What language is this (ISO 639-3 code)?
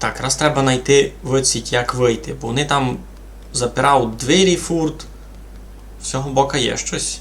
rue